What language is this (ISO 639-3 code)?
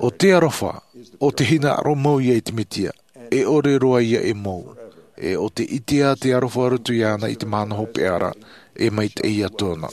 tah